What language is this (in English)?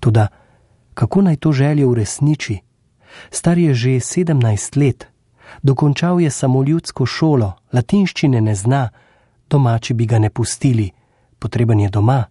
Slovenian